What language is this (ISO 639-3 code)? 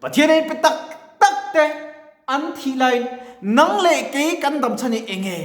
lus